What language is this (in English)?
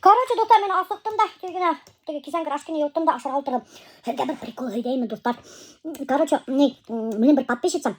Bashkir